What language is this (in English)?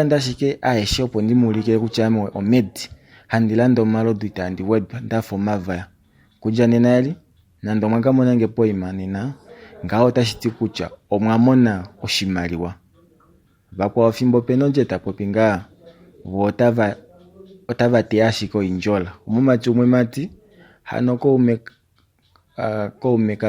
Kuanyama